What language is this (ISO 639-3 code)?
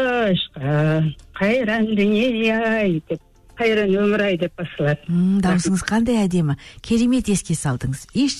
kaz